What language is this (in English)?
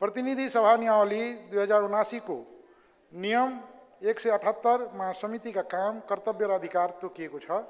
Nepali